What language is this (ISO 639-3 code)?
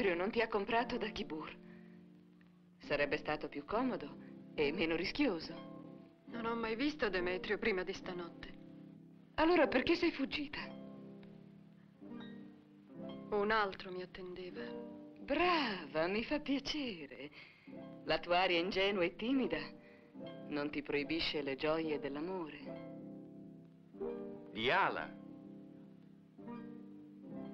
ita